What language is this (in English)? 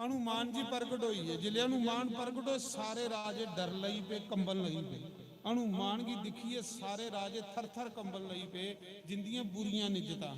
Dogri